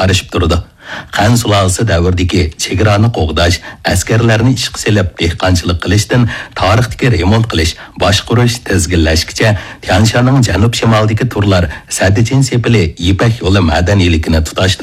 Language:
Uyghur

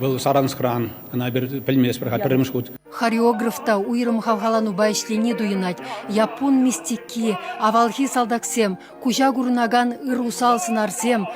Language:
Chuvash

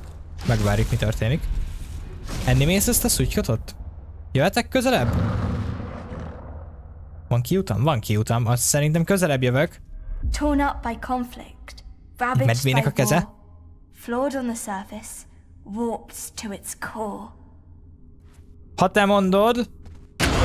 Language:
Hungarian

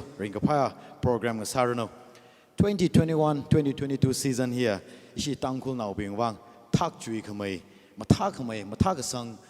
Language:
Tangkhul Naga (India)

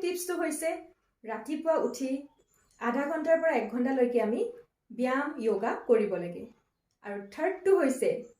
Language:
Assamese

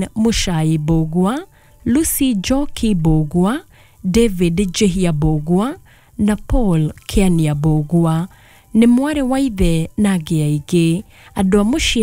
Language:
Kikuyu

